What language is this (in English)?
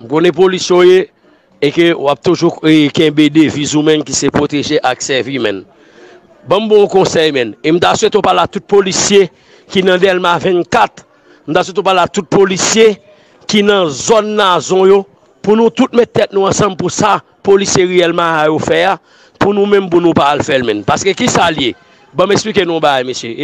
Haitian Creole